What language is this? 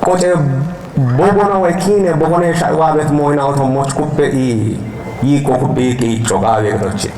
Kafa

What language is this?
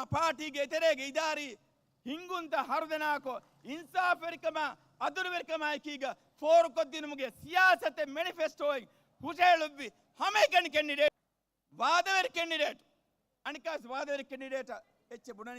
Divehi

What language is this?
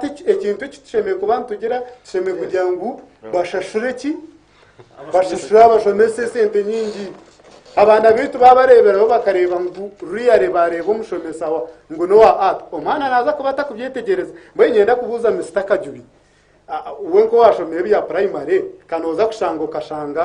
Nyankole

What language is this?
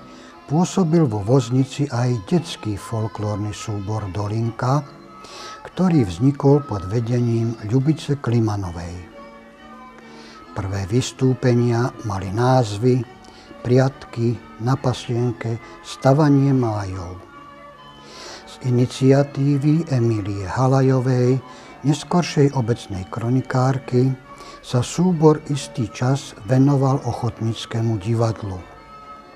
Slovak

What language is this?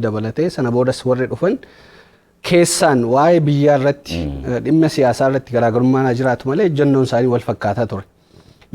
Oromo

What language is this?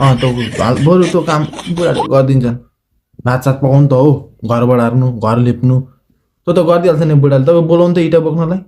Nepali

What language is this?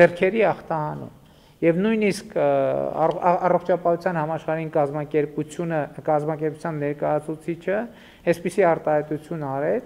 Armenian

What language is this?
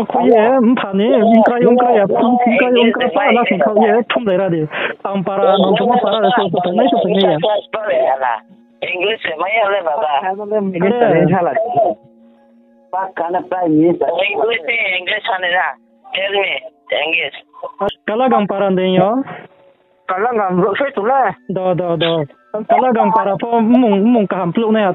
Riang (India)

